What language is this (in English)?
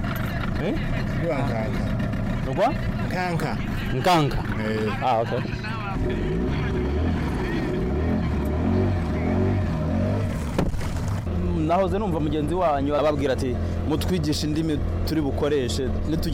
Kinyarwanda